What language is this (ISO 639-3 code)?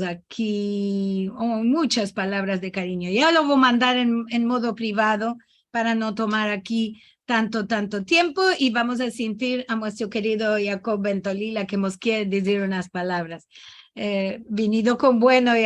lad